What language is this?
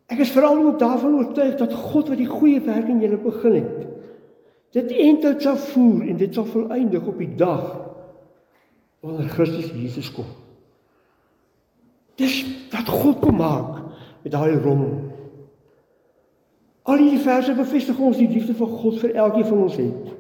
Afrikaans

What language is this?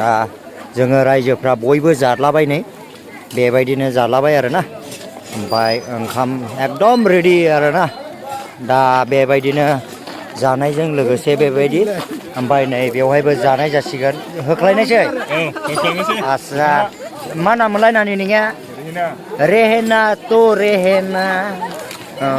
Bodo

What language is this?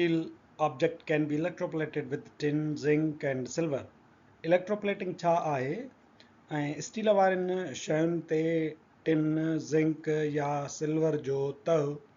Sindhi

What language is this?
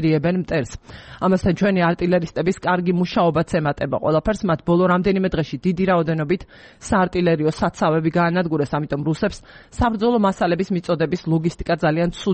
Georgian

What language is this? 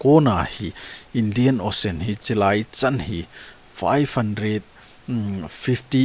Thado Chin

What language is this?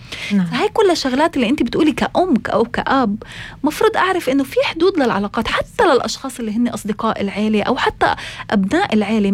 North Levantine Arabic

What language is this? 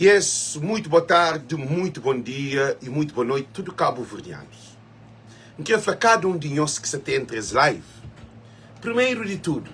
Kabuverdianu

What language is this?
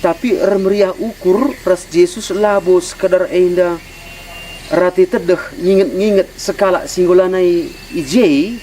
Batak Karo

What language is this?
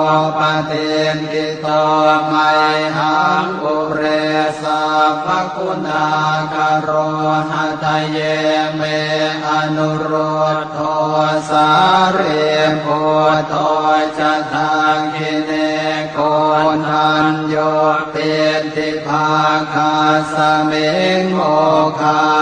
Pali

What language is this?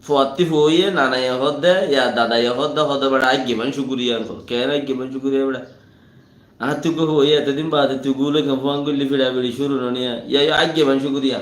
Rohingya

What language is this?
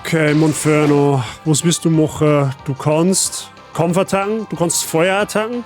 Bavarian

